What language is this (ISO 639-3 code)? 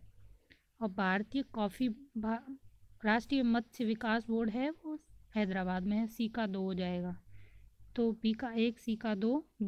hin